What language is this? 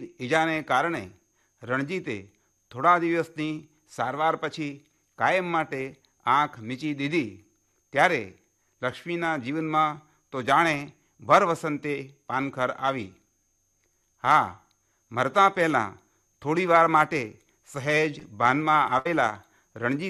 Gujarati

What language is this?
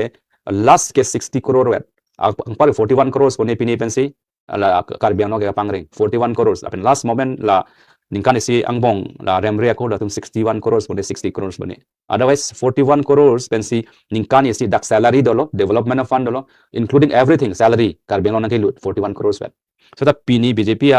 Karbi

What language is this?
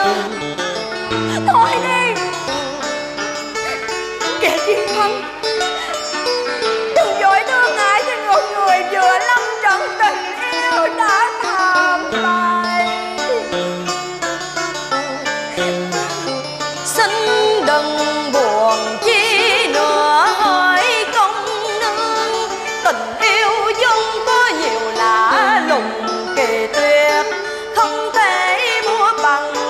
Vietnamese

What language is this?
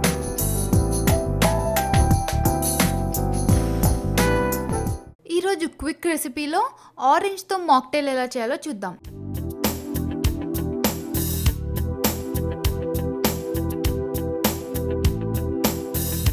Telugu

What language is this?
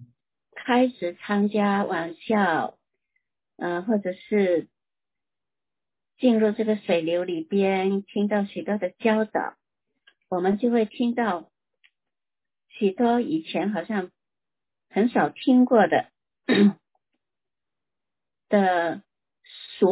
Chinese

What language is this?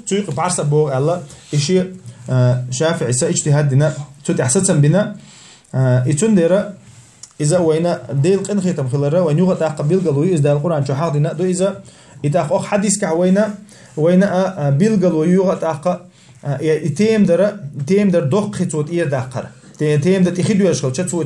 Chechen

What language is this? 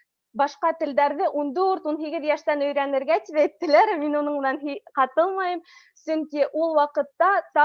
Bashkir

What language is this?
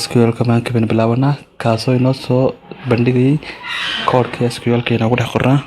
Somali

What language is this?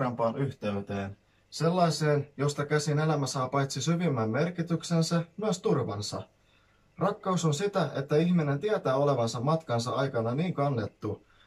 Finnish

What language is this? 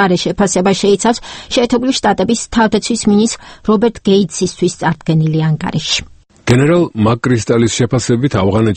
Georgian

